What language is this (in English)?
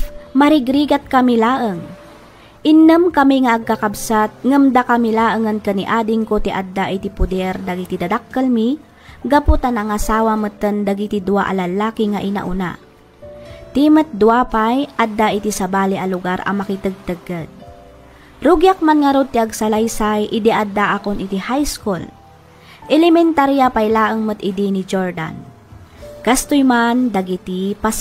Iloko